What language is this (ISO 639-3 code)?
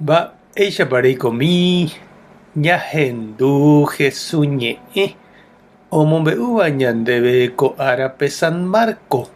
grn